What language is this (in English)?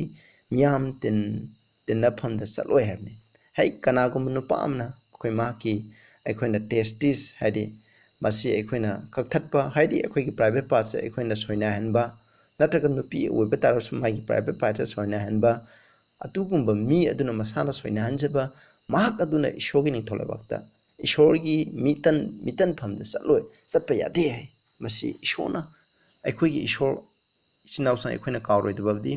Manipuri